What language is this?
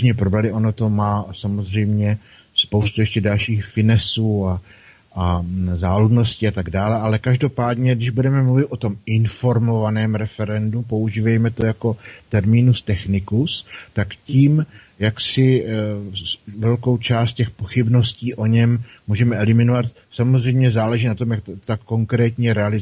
Czech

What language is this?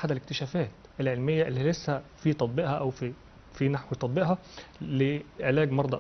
Egyptian Arabic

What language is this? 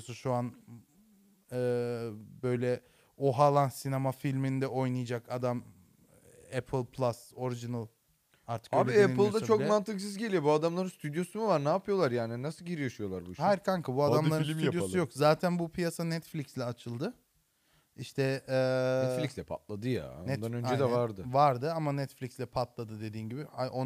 Turkish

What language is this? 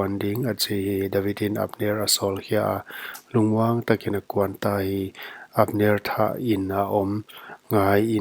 Paite Chin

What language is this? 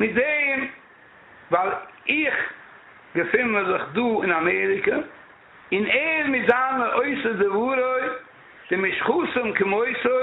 Yiddish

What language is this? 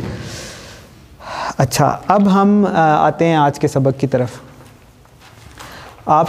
Urdu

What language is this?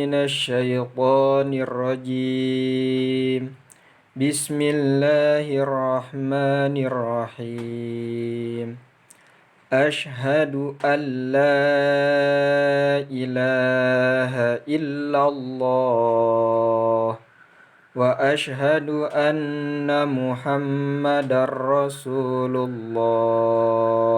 Sundanese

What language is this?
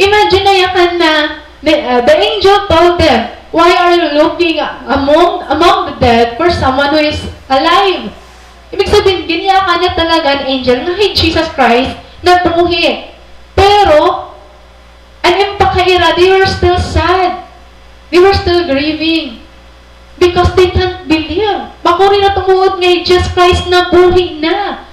Waray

